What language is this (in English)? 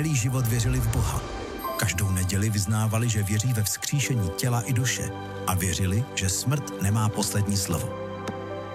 Czech